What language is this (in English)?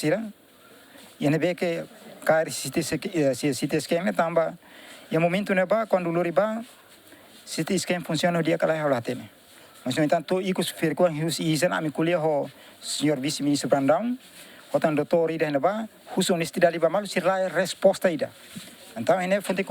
Tetum